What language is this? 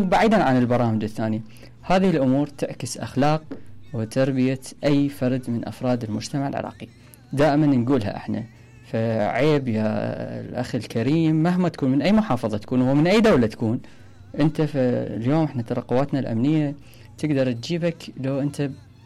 Mesopotamian Arabic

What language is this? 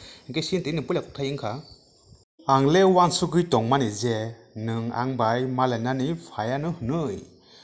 Kok Borok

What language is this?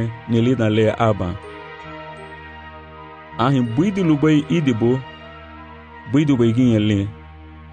Garifuna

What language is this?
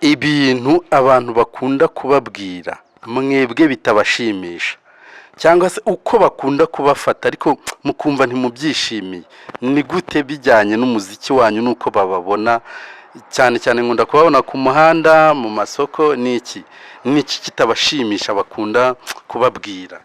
Kinyarwanda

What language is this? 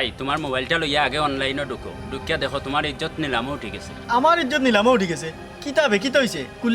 Sylheti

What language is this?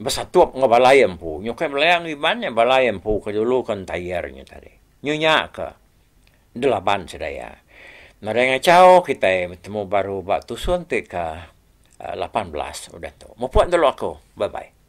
Iban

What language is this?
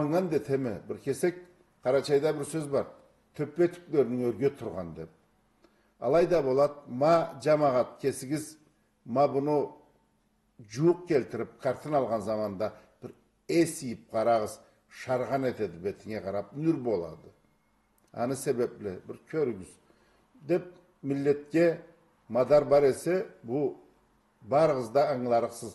Karachay-Balkar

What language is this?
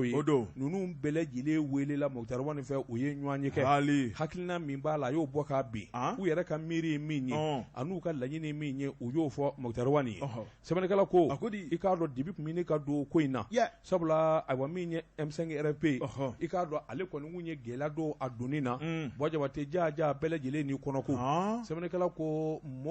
Bambara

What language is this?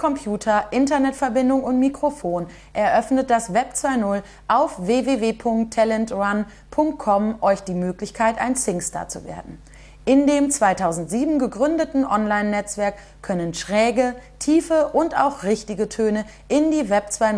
German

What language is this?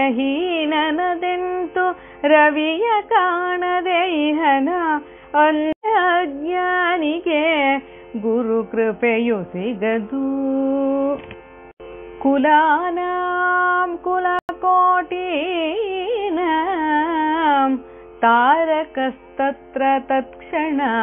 Kannada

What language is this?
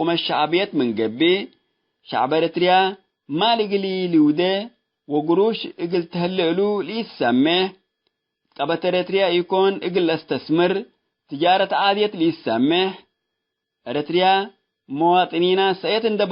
Tigre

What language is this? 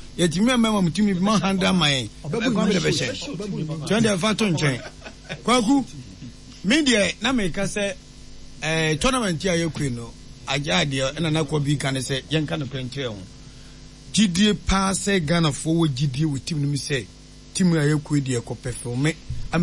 Akan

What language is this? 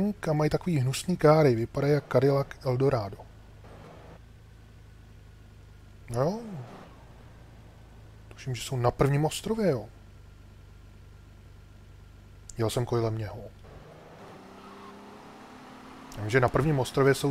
Czech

